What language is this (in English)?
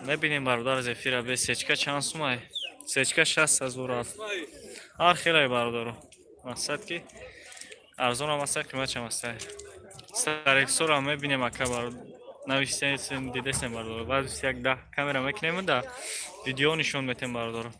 Tajik